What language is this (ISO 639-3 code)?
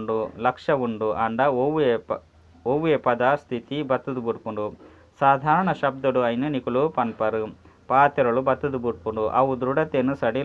tcy